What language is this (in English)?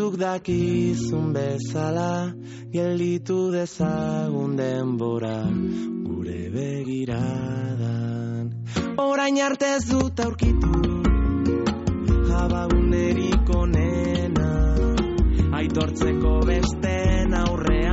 Basque